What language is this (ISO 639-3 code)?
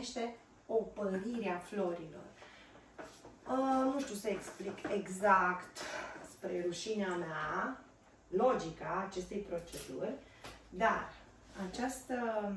ron